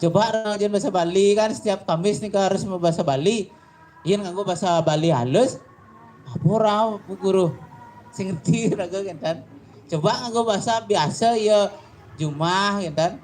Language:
Balinese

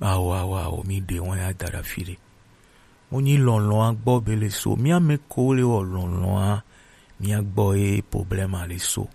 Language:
Gen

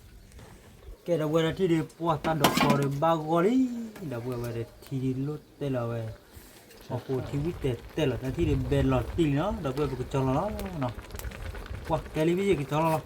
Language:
S'gaw Karen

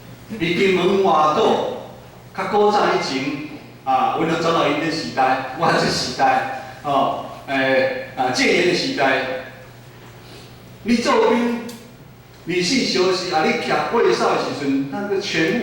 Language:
Min Nan Chinese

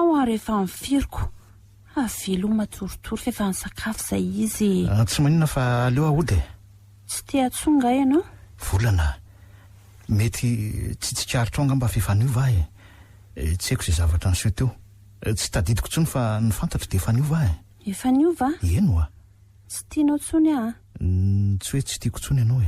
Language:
Malagasy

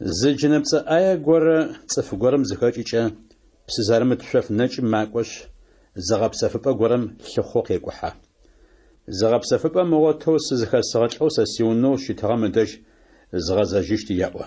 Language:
Adyghe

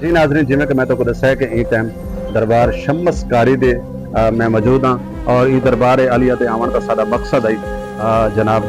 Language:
Saraiki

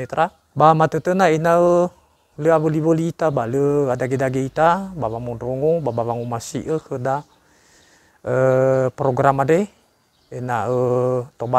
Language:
Nias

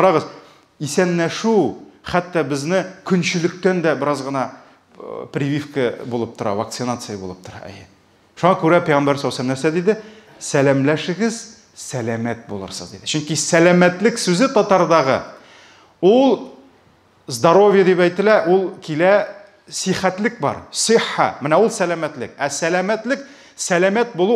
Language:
Tatar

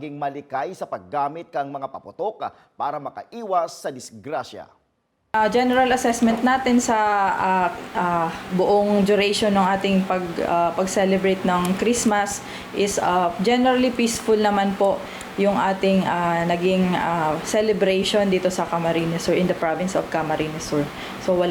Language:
Bikol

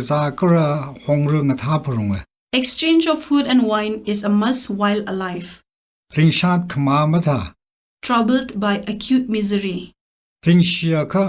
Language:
Tangkhul Naga (India)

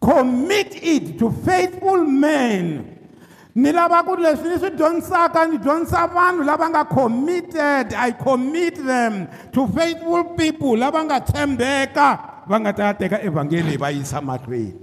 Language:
Tsonga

